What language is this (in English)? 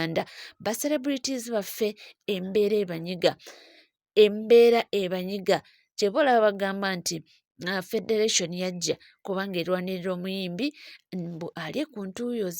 Ganda